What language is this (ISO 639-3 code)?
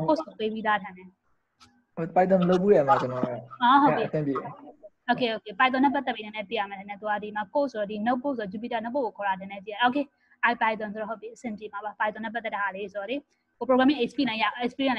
mya